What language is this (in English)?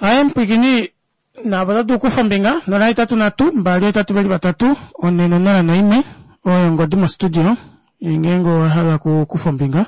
Kuanyama